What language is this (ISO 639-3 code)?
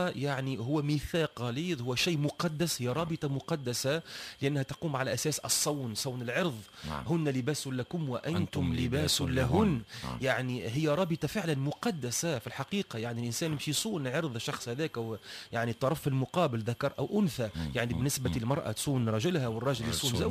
aeb